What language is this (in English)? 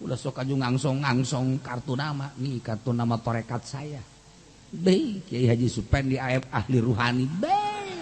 Sundanese